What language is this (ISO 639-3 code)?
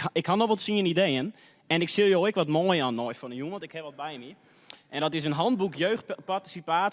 fry